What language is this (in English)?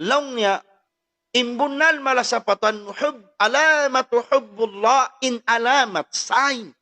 Tausug